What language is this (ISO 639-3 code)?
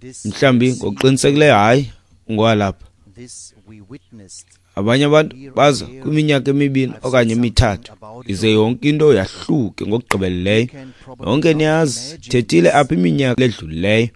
xho